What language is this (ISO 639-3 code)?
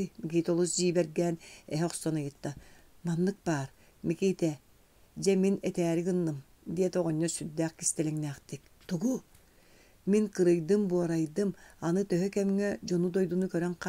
sah